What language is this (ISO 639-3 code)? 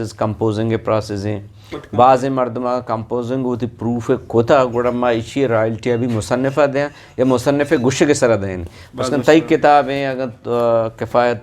bgp